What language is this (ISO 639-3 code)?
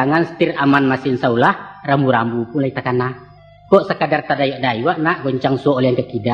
min